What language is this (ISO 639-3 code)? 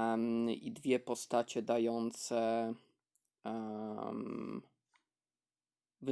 pol